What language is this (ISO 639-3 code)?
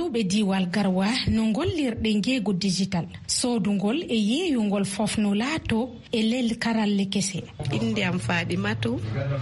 ful